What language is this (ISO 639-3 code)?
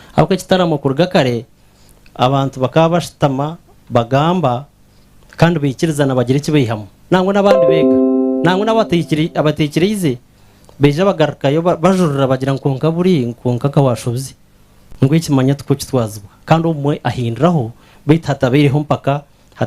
nyn